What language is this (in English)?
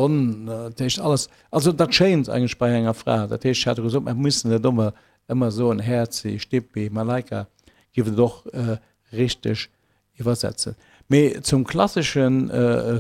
Luxembourgish